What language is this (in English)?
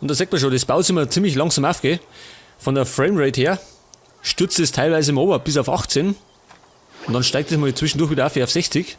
Bavarian